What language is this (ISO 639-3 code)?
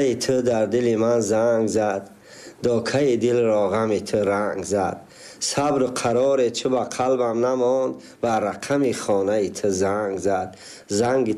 tgk